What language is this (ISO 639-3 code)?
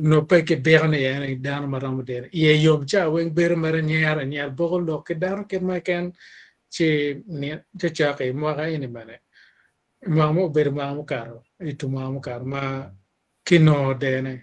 ach